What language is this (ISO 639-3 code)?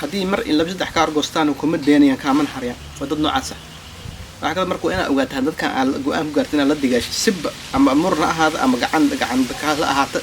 som